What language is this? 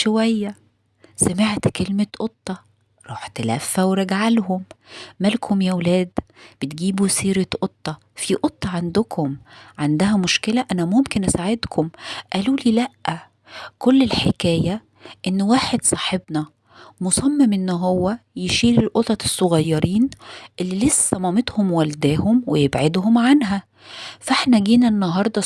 Egyptian Arabic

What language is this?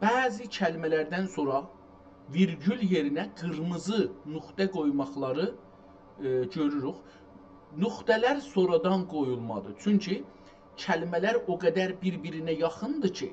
South Azerbaijani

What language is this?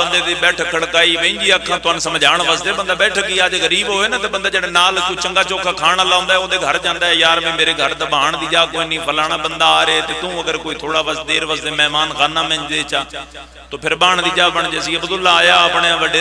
Pahari-Potwari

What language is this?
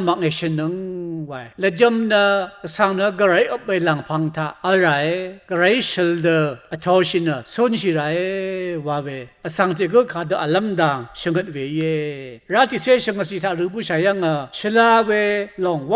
Rawang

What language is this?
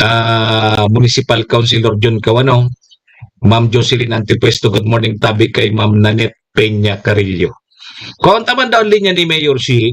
Bikol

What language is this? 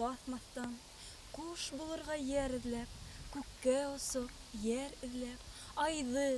Bashkir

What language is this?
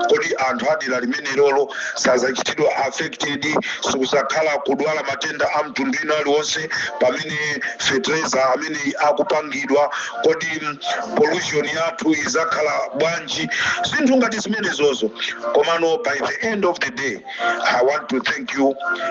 Nyanja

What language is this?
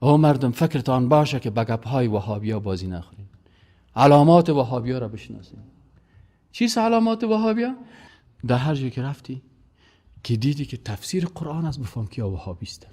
Persian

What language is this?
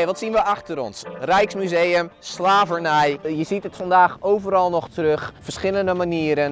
Dutch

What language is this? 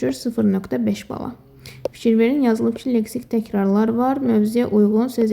Azerbaijani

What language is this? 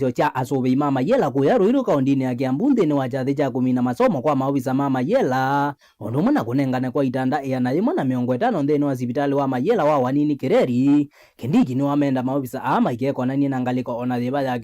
Kamba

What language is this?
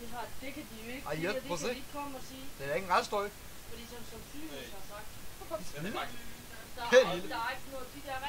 Danish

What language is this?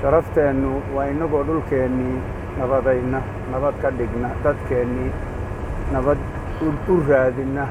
Somali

